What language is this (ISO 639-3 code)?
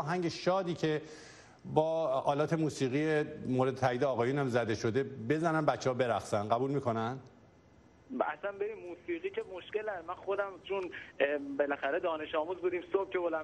fas